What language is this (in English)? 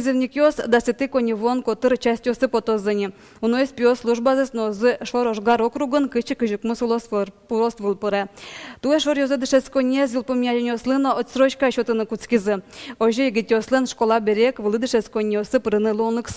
Udmurt